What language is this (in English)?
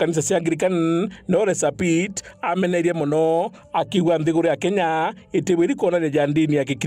Meru